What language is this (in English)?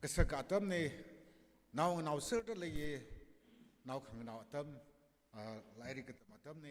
Tangkhul Naga (India)